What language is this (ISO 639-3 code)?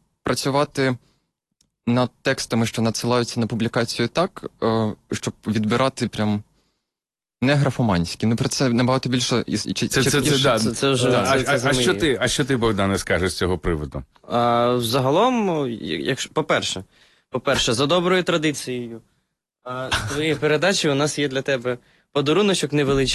ukr